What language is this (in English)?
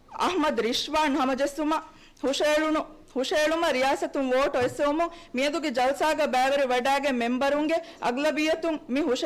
Divehi